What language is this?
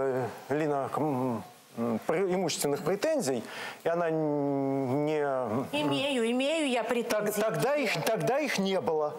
Russian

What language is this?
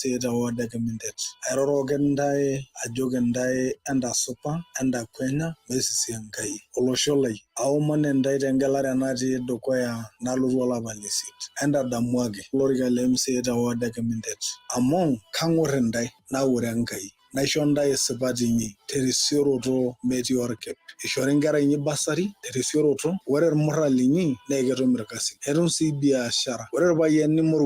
Masai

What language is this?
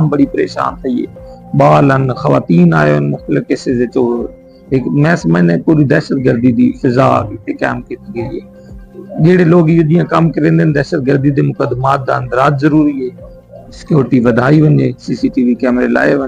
Saraiki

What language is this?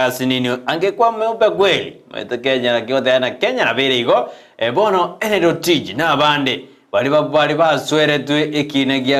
Gusii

